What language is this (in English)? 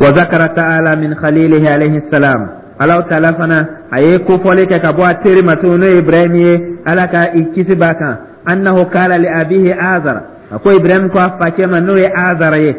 Dyula